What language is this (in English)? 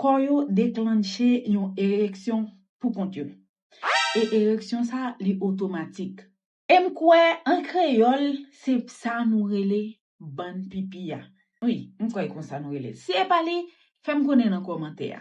Haitian Creole